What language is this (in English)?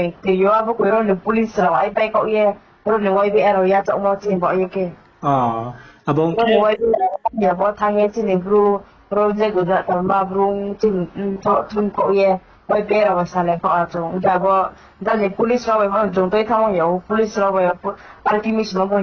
Riang (India)